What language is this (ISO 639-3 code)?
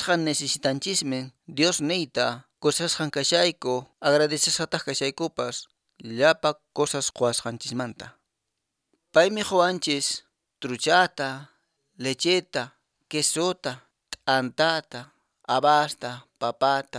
que